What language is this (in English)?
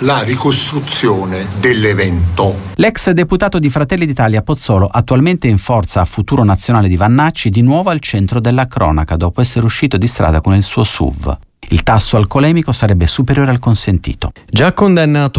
Italian